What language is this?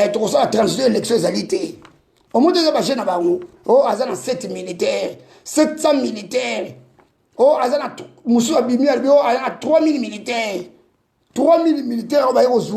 Lingala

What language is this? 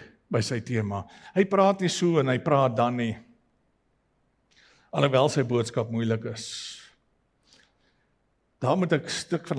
Afrikaans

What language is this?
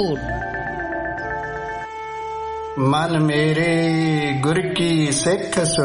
Punjabi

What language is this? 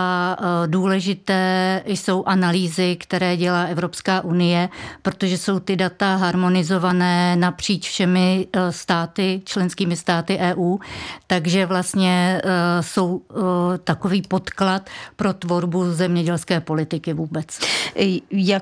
Czech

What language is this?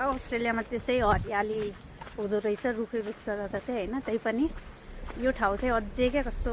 Nepali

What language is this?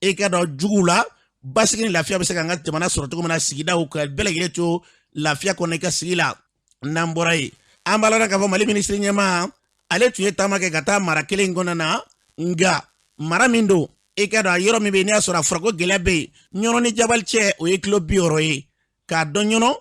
Bambara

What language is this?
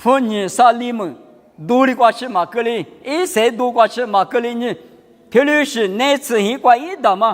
Lisu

